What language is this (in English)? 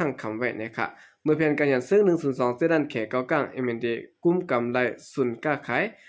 Shan